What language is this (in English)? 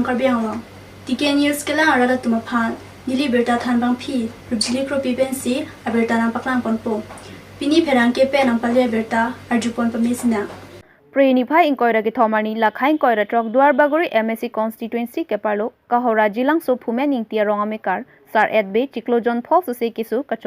Karbi